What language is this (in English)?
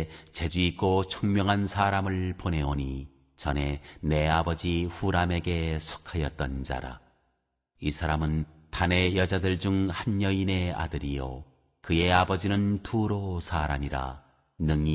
Korean